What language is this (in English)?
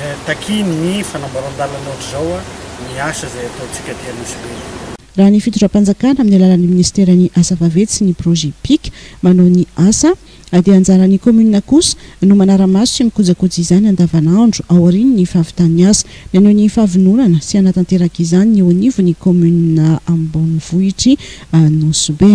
Malagasy